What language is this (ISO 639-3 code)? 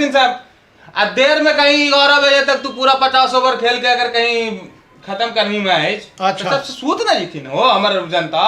mag